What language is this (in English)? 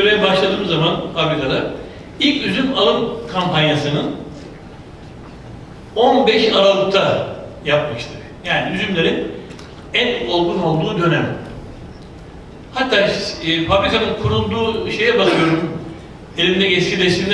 Turkish